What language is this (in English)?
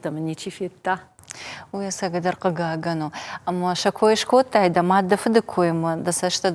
Ossetic